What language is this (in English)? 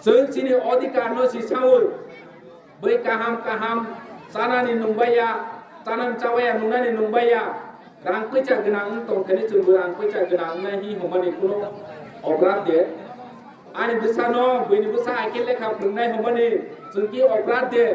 Kok Borok